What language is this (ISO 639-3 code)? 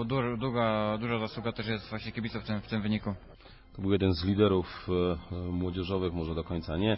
pol